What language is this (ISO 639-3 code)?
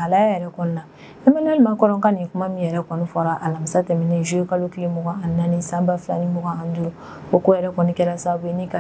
bam